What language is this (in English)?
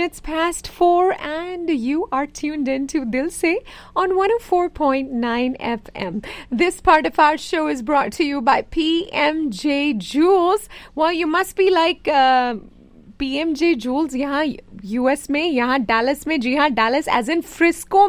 Hindi